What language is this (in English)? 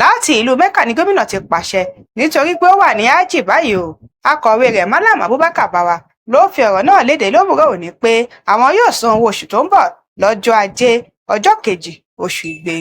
Yoruba